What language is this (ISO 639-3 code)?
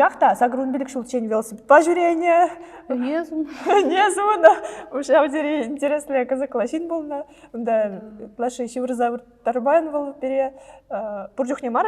chv